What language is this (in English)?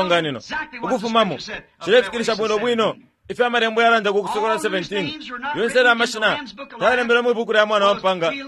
Bemba